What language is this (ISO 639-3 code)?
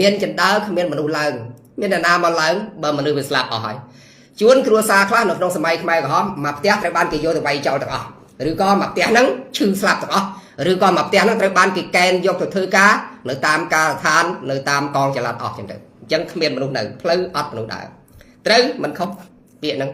khm